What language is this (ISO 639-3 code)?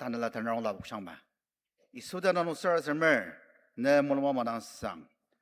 njo